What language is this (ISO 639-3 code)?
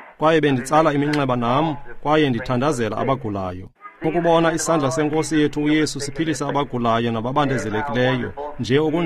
xho